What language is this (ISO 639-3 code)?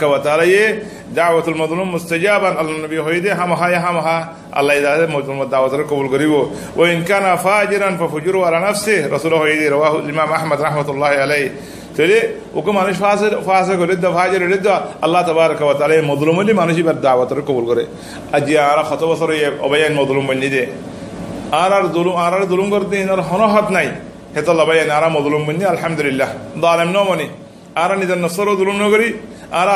rhg